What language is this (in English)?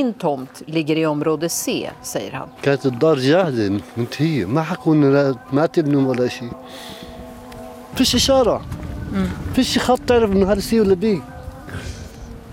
Swedish